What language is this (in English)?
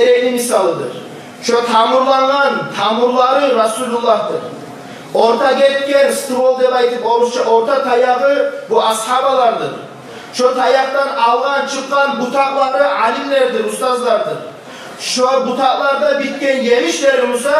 Kumyk